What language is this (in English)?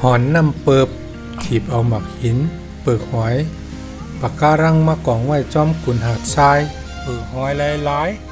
Shan